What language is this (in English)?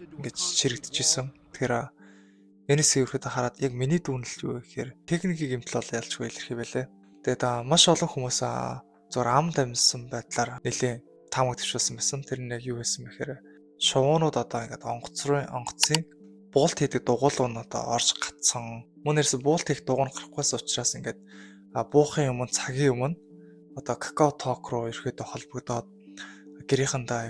Mongolian